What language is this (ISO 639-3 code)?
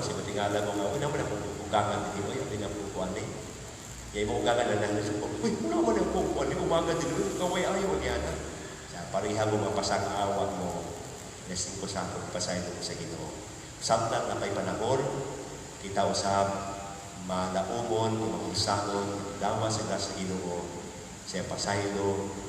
ceb